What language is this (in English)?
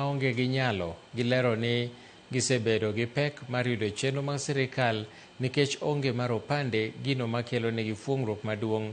Luo (Kenya and Tanzania)